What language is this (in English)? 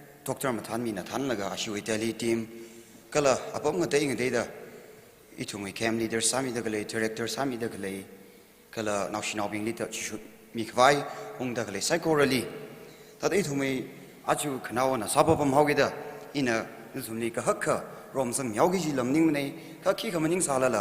Tangkhul Naga (India)